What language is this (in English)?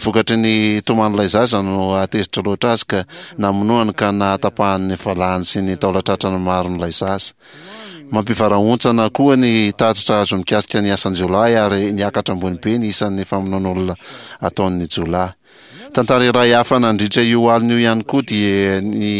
Malagasy